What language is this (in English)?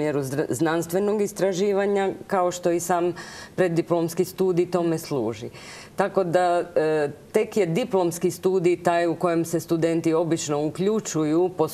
Croatian